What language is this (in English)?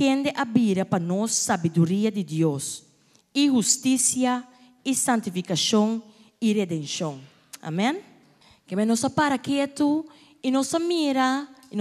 Papiamento